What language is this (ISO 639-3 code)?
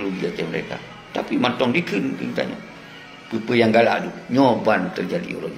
ace